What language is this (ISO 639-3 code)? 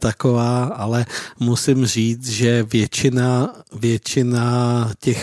ces